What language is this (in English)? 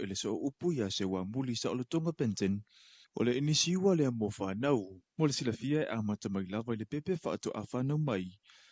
Samoan